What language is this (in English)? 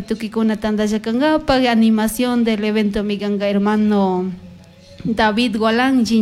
Chimborazo Highland Quichua